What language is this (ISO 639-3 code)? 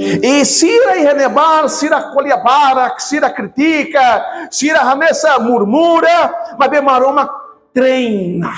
tet